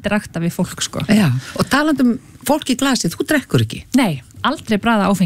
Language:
Icelandic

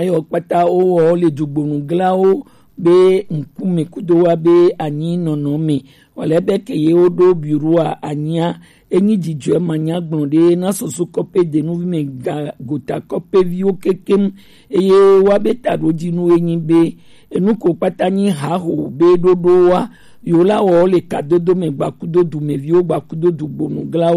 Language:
Gen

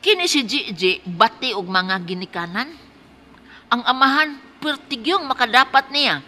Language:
Cebuano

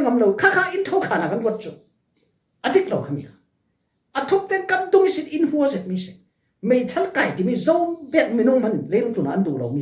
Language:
Falam Chin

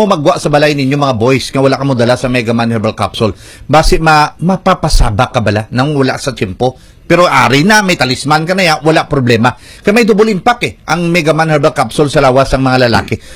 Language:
Hiligaynon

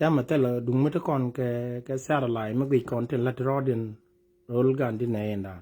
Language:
Nuer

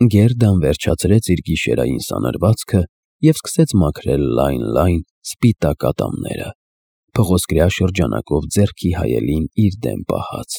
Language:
Armenian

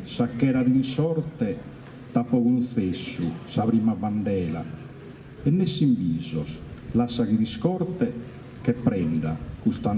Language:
Sardinian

